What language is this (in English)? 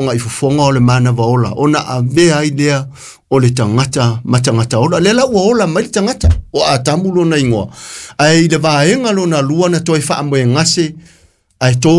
Samoan